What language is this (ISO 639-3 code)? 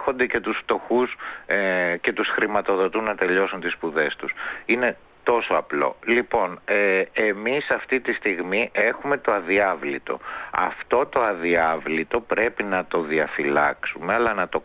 ell